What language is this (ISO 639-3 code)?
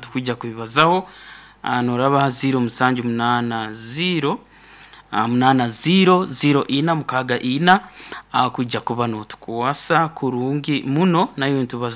nyo